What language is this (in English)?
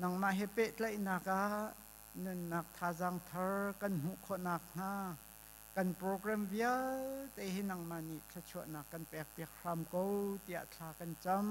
Hakha Chin